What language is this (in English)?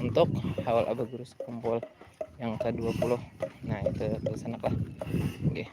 Banjar